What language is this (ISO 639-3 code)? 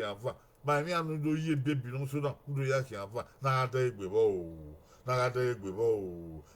bin